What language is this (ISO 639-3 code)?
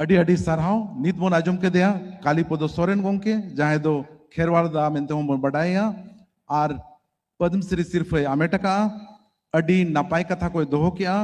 sat